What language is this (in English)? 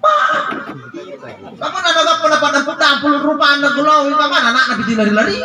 Makasar